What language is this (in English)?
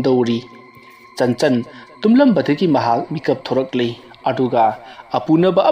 Manipuri